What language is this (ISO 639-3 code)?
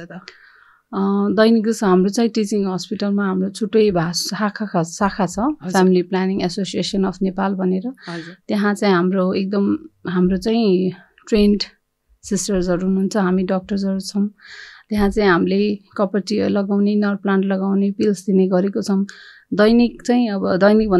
nep